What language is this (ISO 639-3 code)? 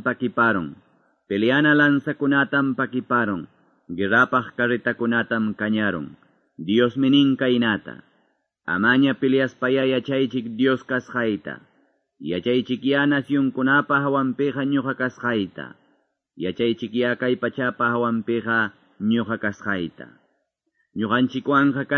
que